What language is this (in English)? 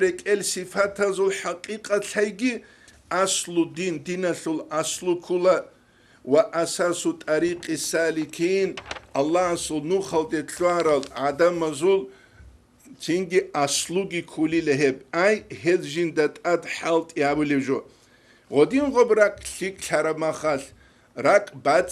Avaric